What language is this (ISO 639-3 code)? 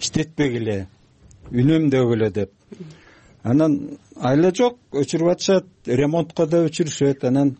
kir